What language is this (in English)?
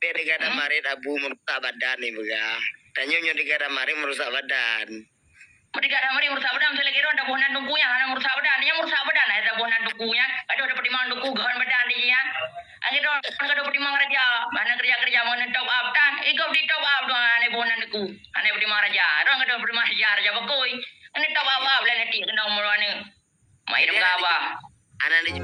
Achinese